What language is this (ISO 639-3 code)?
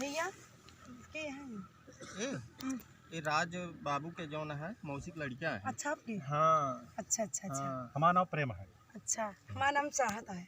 awa